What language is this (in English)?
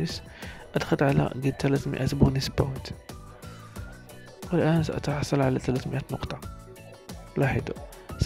Arabic